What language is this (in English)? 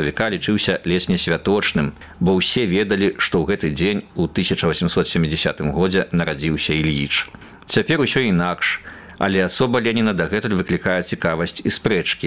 Belarusian